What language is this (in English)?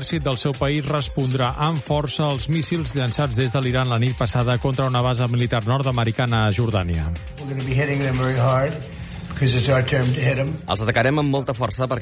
Catalan